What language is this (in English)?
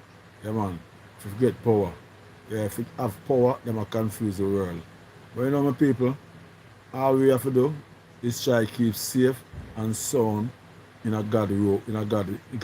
Jamaican Creole English